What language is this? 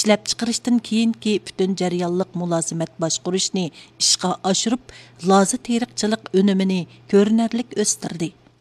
Uyghur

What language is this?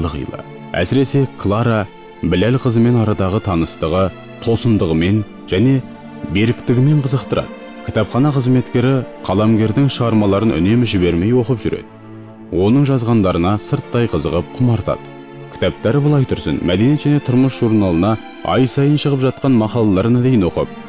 Kazakh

